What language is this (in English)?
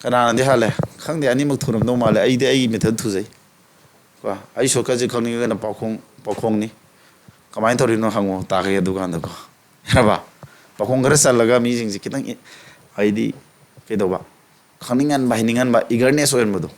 Manipuri